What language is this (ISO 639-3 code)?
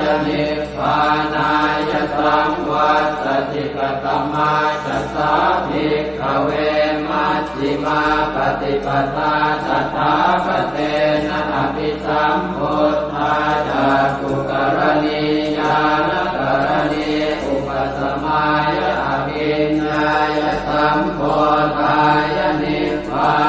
pli